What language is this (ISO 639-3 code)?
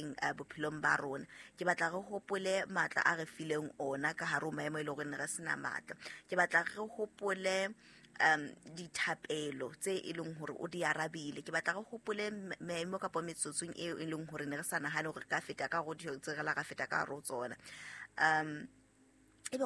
sot